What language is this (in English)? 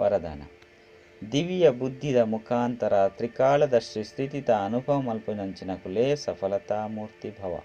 Tulu